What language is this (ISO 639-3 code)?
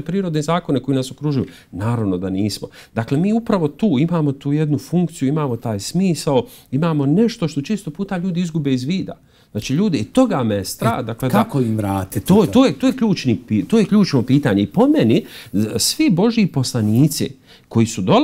bos